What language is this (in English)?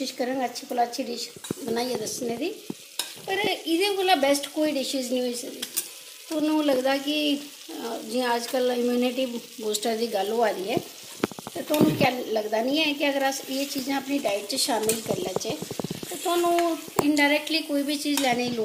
Dogri